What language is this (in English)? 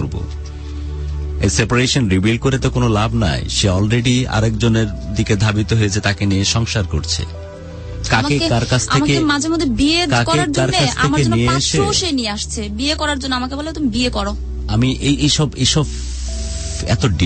Bangla